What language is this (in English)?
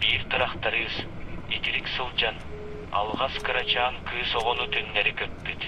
Yakut